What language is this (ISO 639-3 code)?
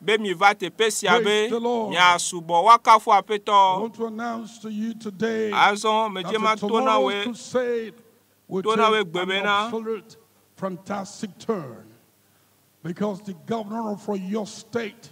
ewe